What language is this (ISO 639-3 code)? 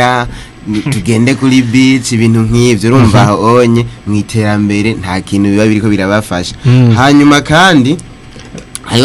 run